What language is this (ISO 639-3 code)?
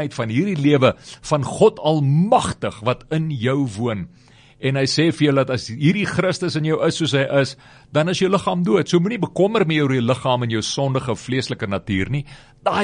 afr